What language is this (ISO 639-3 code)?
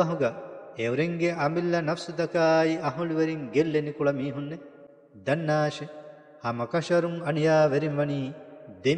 div